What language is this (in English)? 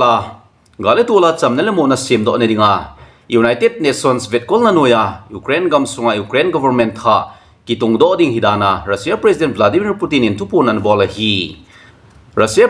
Thado Chin